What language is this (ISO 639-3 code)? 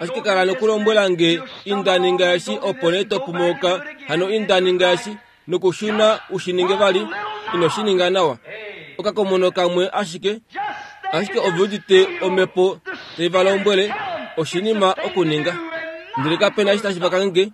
kua